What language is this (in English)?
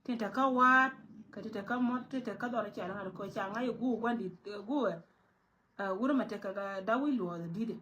Nuer